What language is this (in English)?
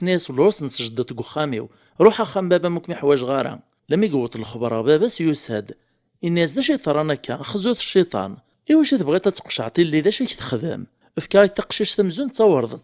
Kabyle